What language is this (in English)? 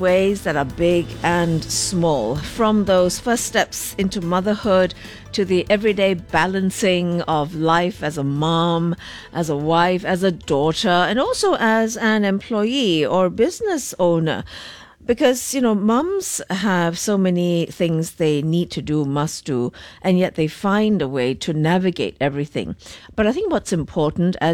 English